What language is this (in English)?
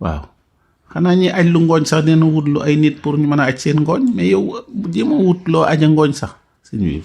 Wolof